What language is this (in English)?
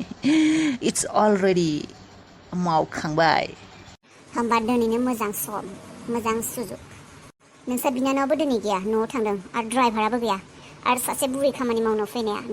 Bodo